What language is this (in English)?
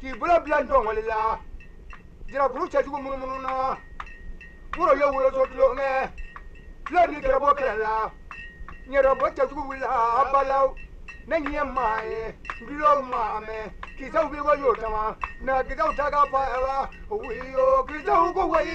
Bambara